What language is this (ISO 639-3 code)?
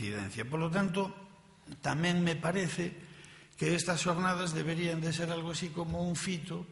glg